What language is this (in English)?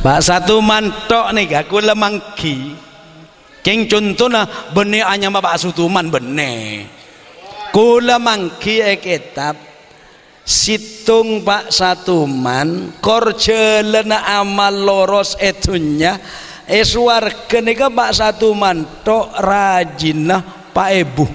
Madurese